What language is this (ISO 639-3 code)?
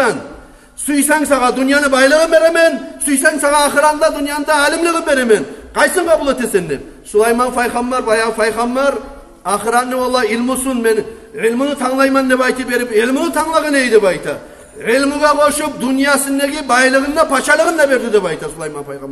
kum